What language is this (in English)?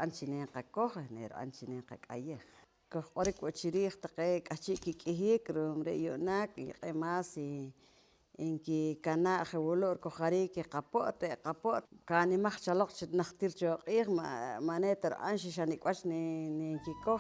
Poqomchi'